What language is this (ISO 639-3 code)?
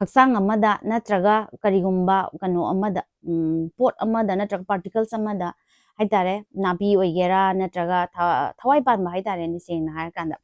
mni